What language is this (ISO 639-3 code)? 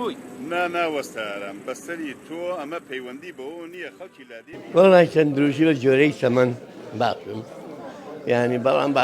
ckb